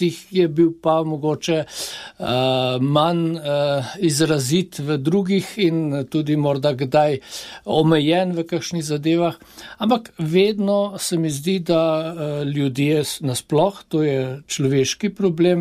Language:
Slovenian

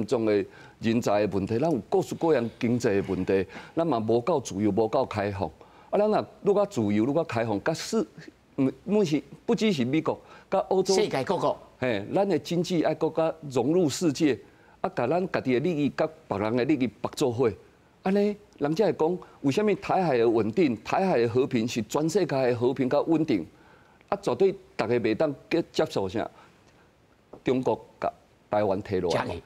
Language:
Min Nan Chinese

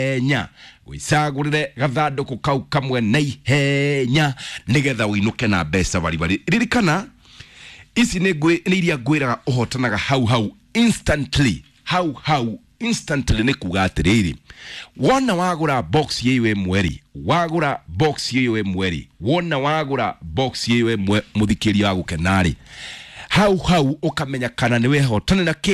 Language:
Kikuyu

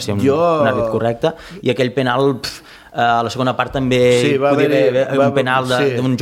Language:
Catalan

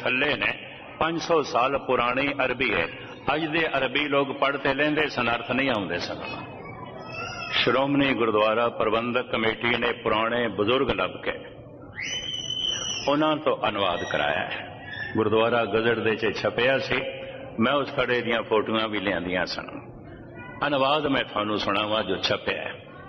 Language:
Punjabi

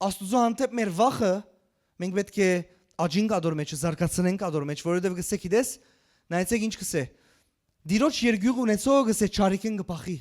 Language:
Western Armenian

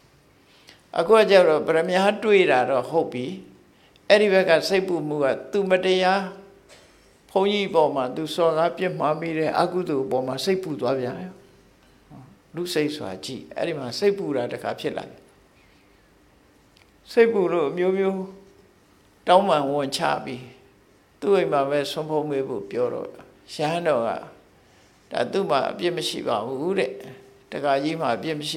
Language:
Burmese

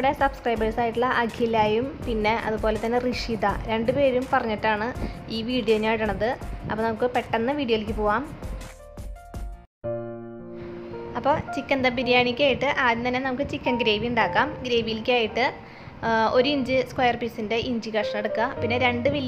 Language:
Malayalam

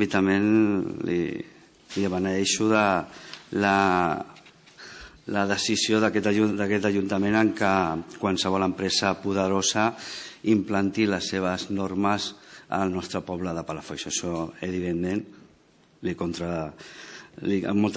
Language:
Catalan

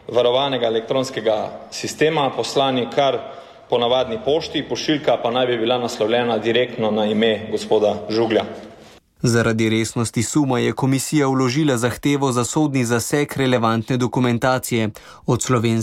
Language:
Slovenian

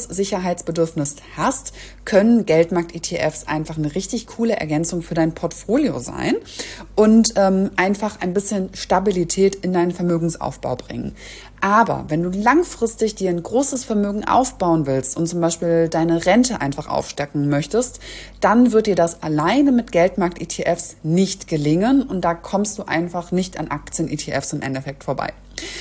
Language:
German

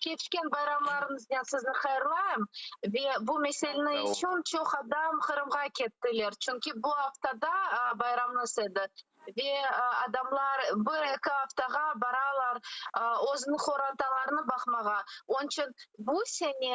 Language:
Crimean Tatar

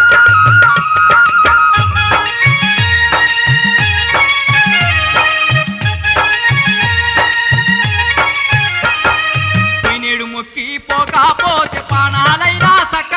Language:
Telugu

